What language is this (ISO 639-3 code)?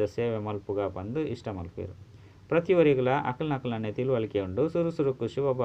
tcy